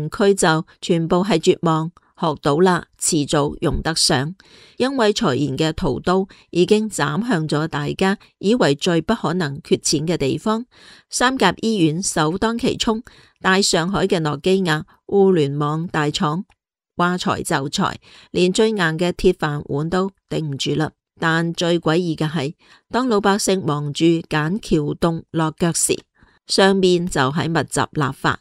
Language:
Cantonese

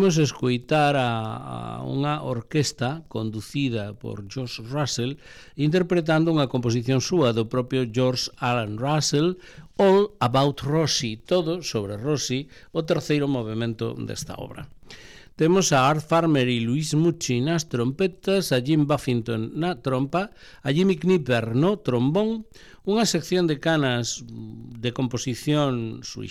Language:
Galician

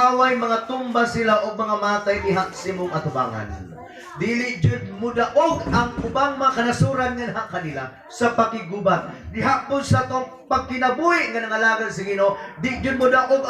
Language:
Cebuano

